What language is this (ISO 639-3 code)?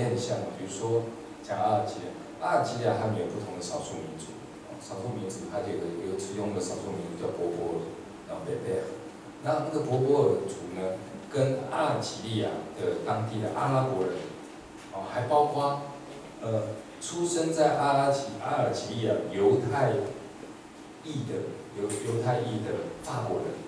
zho